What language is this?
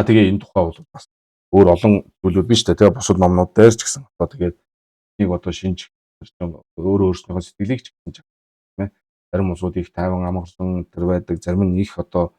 Mongolian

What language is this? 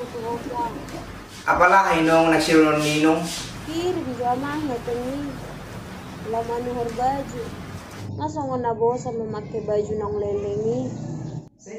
Batak Toba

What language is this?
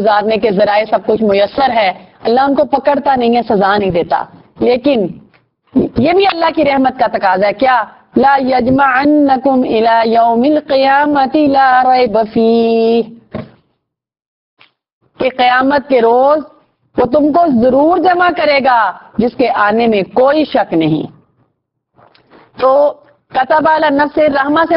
Urdu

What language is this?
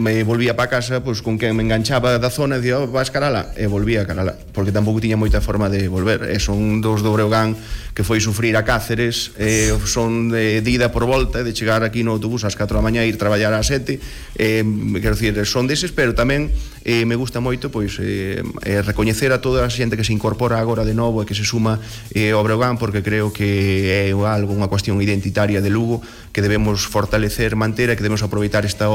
Galician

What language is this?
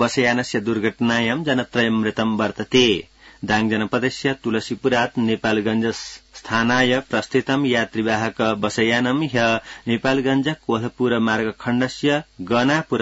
Sanskrit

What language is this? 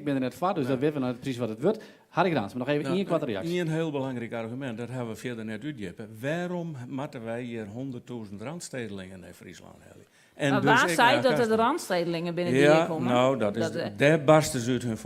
Western Frisian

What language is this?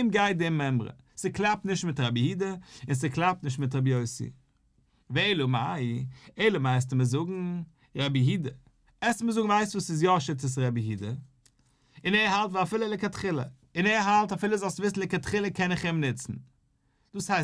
Yiddish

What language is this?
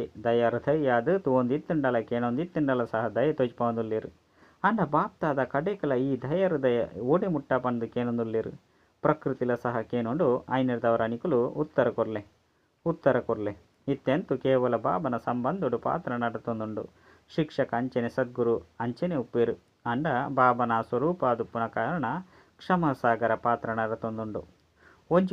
Tulu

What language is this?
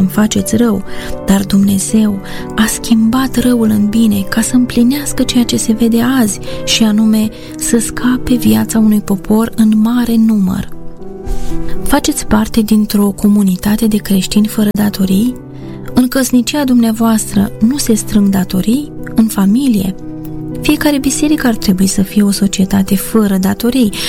Romanian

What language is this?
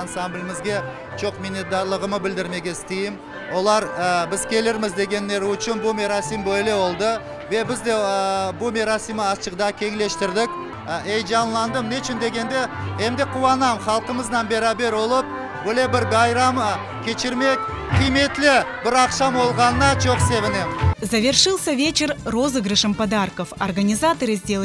Crimean Tatar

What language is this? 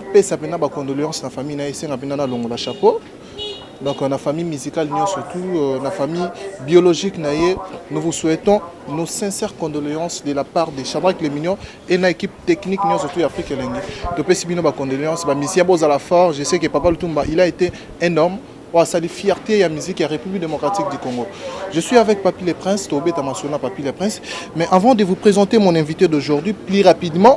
Lingala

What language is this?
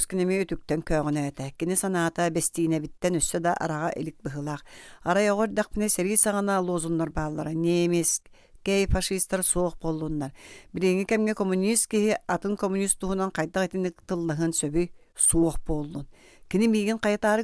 Yakut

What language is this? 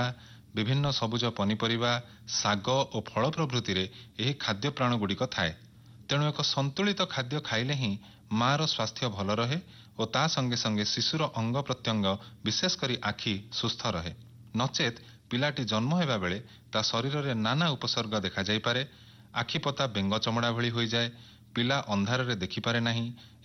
Odia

